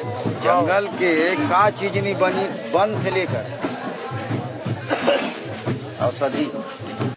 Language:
Bhojpuri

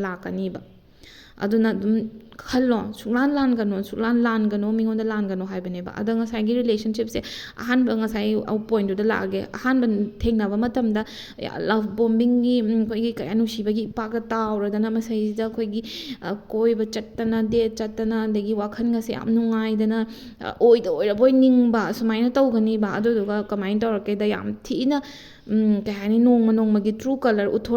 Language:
Manipuri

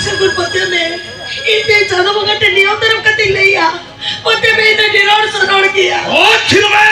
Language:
Santali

